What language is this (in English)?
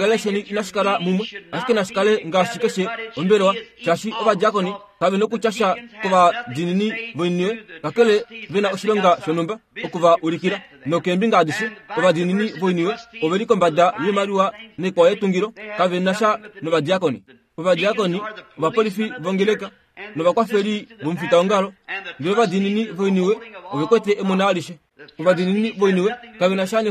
Kuanyama